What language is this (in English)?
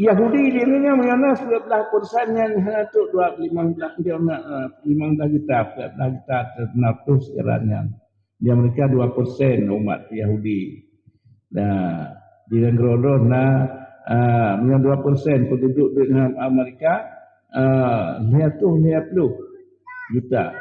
Achinese